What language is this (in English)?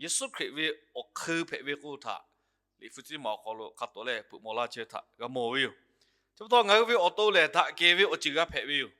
Lahu